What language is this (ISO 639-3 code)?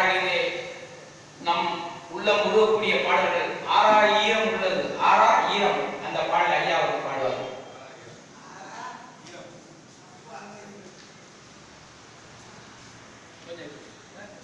tam